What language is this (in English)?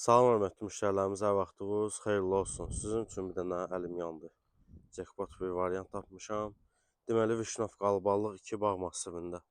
Azerbaijani